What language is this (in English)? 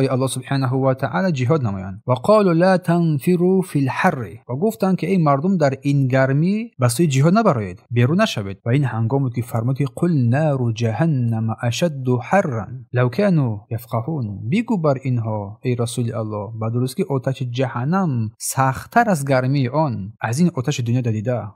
Tajik